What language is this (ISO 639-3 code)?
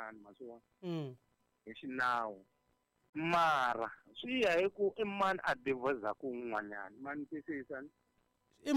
tso